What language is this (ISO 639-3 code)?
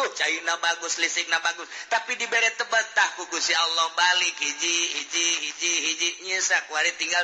sun